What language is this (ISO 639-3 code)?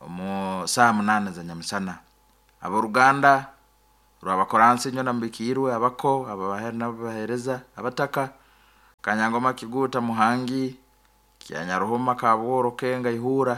nyo